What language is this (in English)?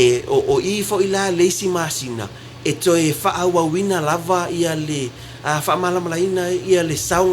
Samoan